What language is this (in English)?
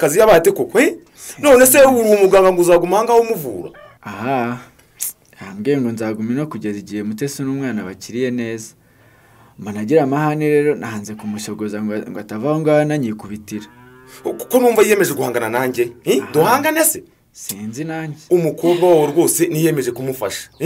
Kinyarwanda